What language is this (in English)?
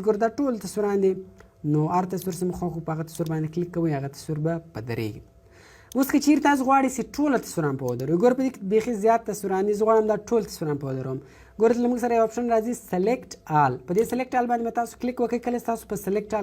Pashto